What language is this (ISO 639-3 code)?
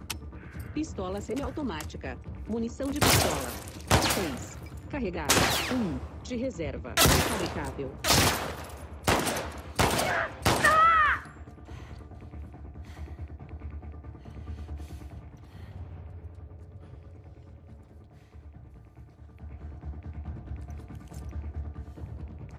por